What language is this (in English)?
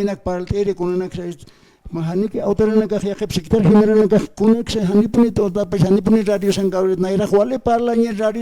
Aymara